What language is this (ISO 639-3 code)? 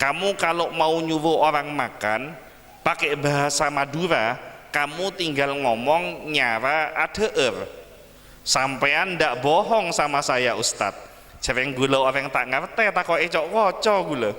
mad